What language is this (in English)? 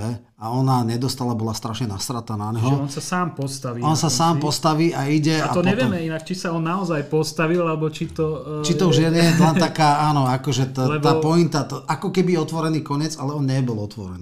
Slovak